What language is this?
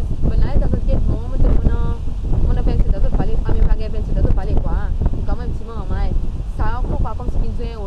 Seselwa Creole French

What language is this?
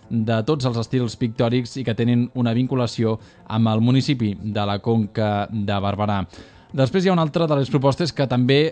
Catalan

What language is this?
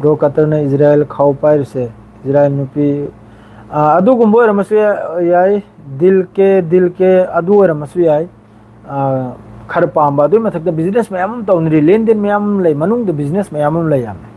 Manipuri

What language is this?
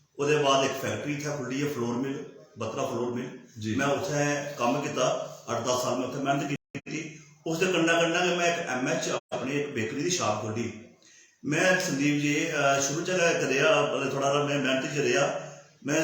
Dogri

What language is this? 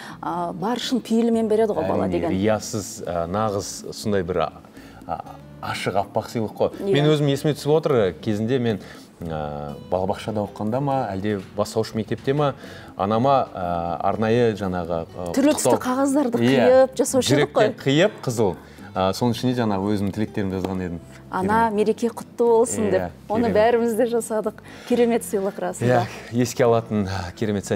Kazakh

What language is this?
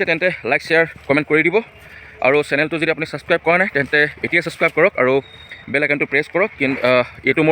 Assamese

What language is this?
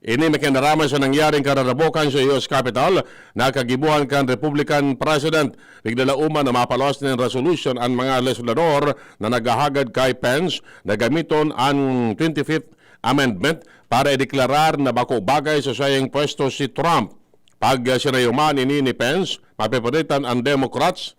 Bikol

